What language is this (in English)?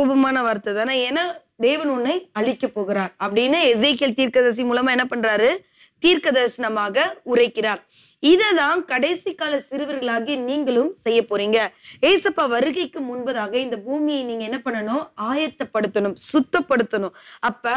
Tamil